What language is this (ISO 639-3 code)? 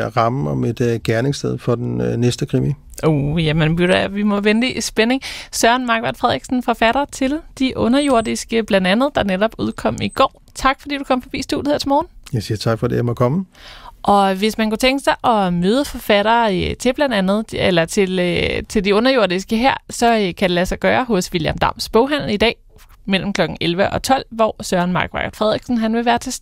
dan